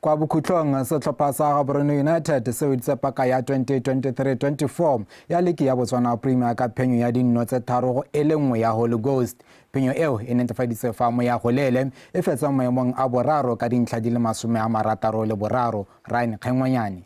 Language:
Tswana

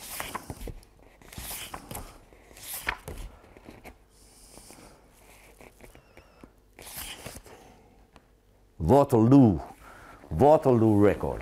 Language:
Dutch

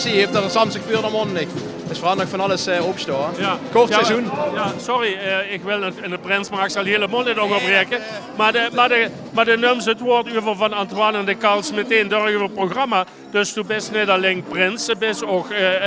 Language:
Limburgish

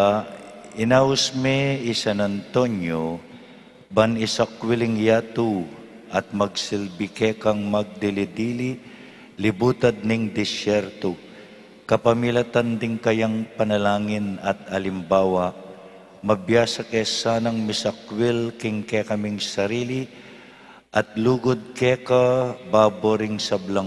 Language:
Pampanga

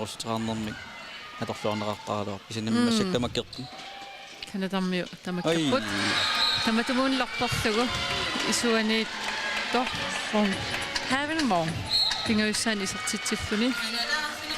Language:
Kalaallisut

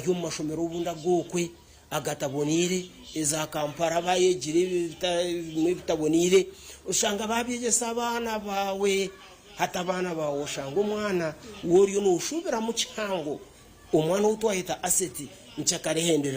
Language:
Nyankole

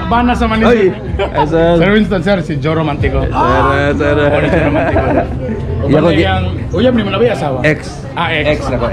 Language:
Cebuano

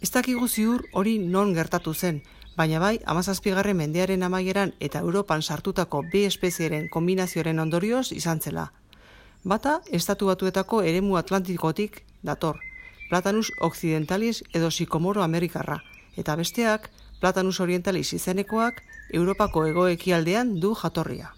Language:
Basque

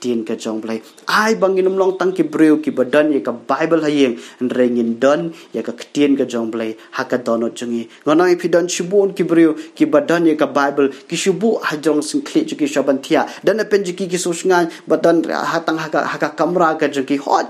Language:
Khasi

